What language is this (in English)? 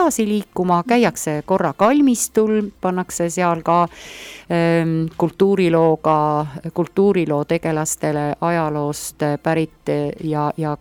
Estonian